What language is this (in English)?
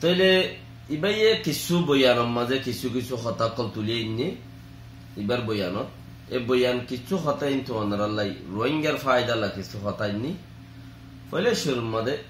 Rohingya